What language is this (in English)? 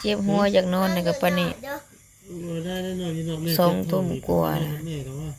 Northeastern Thai